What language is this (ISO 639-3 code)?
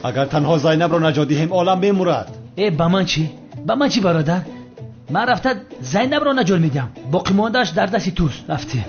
tgk